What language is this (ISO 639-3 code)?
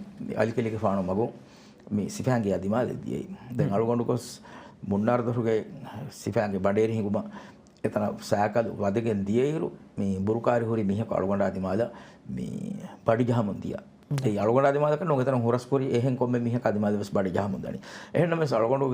div